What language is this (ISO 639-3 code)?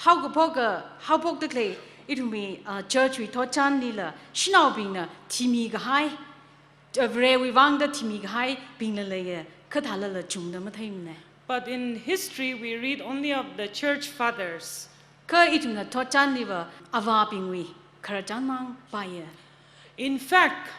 nmf